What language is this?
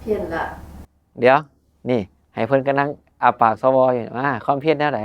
Northeastern Thai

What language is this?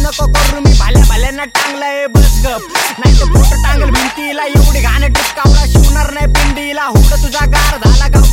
Marathi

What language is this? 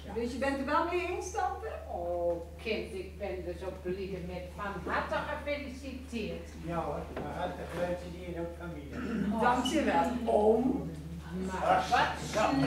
Gronings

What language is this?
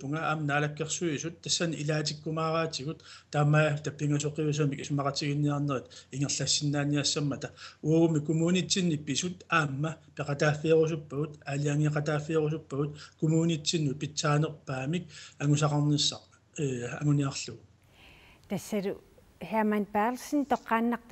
Kalaallisut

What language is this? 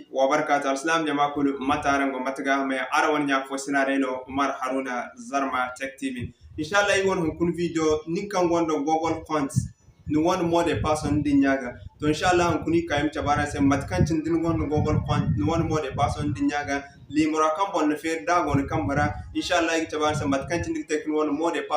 Zarma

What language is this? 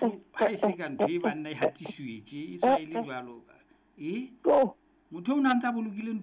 Southern Sotho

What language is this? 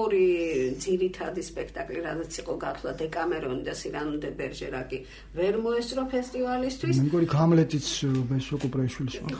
Georgian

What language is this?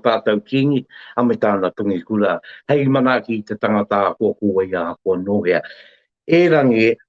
Māori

